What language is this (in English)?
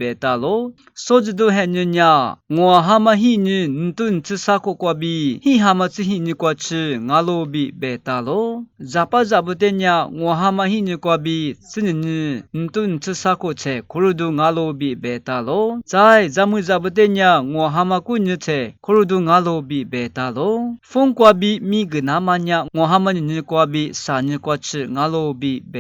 Lisu